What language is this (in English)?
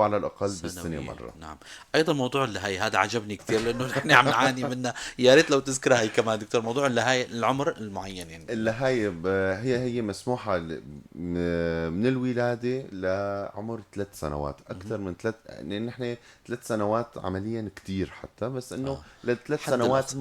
North Levantine Arabic